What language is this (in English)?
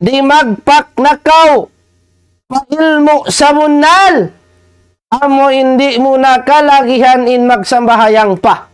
Tausug